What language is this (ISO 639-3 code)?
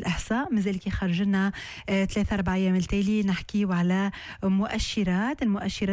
aeb